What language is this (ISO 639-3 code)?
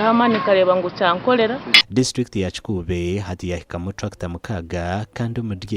nyn